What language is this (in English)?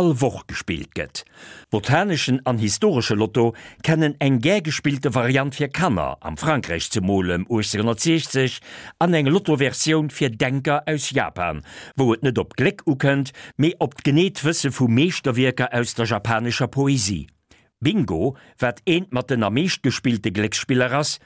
Luxembourgish